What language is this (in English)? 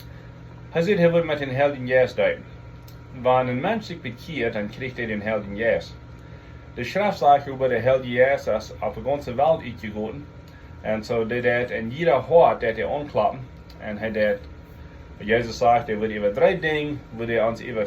Plautdietsch